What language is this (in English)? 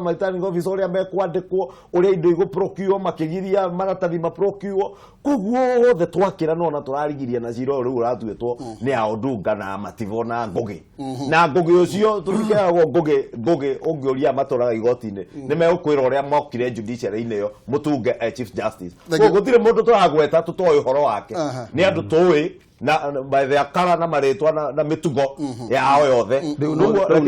Kikuyu